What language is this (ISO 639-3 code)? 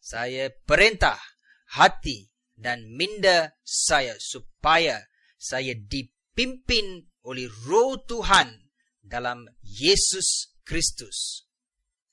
msa